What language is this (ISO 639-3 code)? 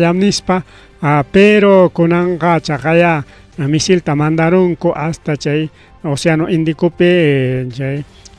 quy